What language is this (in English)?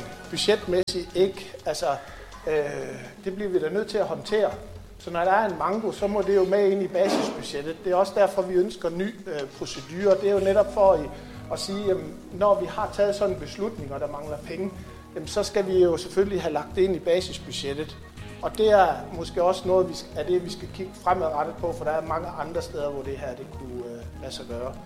Danish